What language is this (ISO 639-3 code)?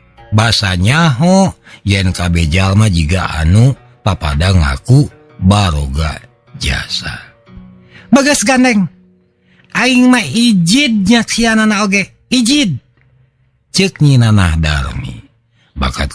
sun